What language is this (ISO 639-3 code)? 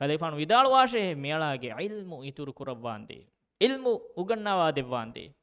div